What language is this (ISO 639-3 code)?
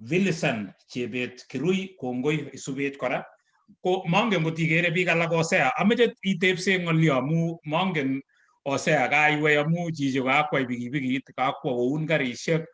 kln